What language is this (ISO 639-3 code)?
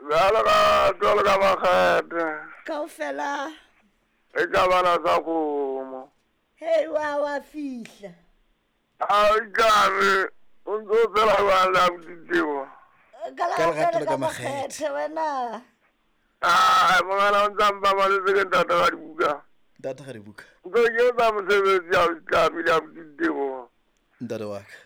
sot